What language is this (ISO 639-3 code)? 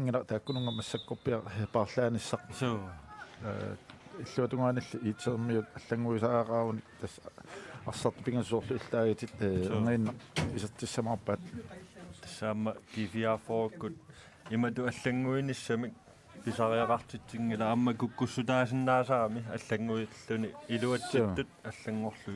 kal